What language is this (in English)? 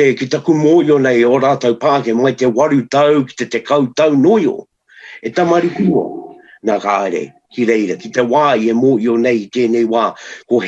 Māori